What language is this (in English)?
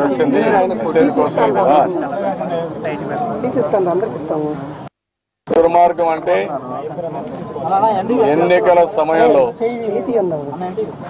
Telugu